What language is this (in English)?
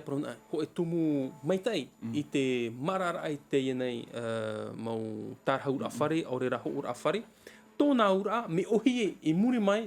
Tahitian